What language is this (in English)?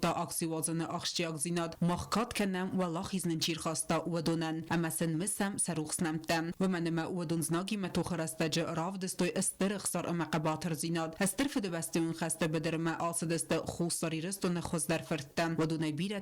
Ossetic